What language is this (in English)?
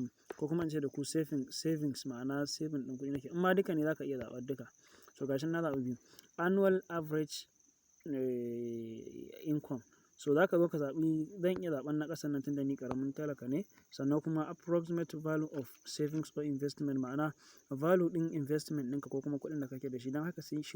Hausa